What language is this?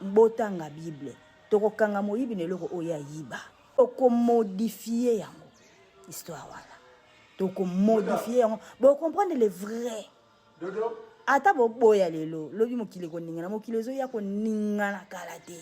Lingala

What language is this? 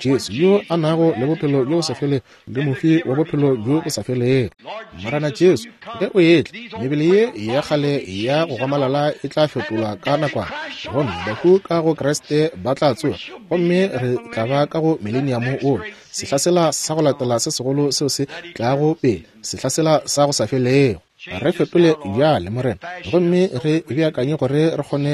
Northern Sotho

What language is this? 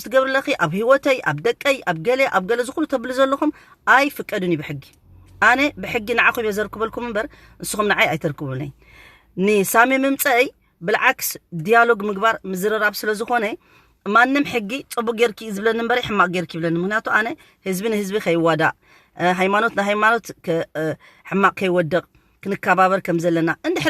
Tigrinya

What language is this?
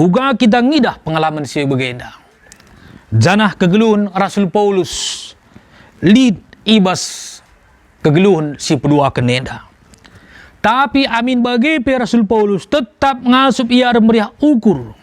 Batak Karo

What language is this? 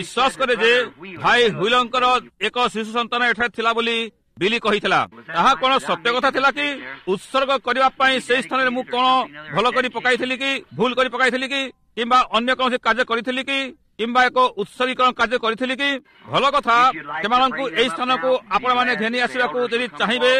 Odia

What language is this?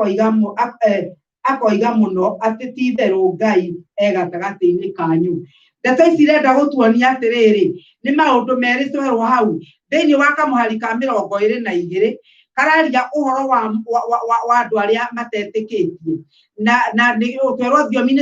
Kikuyu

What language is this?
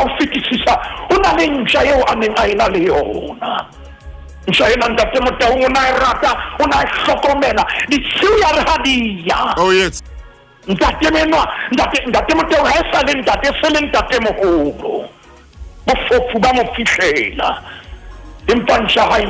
Southern Sotho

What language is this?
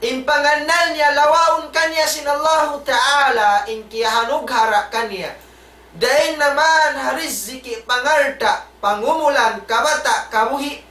Tausug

